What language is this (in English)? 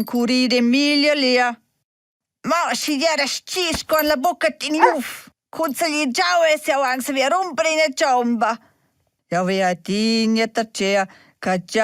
Romansh